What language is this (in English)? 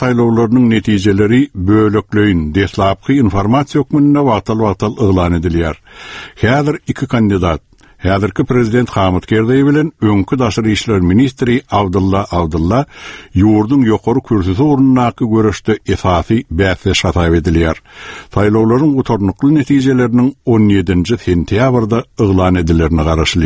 Turkmen